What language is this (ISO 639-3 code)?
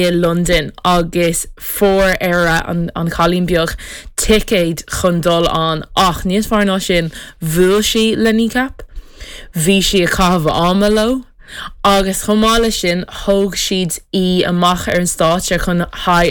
gle